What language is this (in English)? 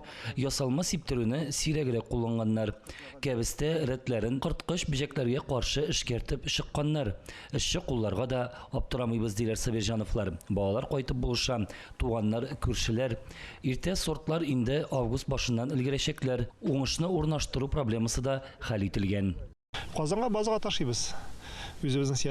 Tatar